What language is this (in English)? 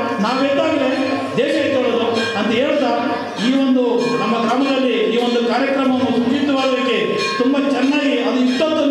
Kannada